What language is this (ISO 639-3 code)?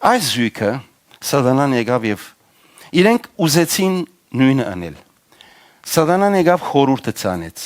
hyw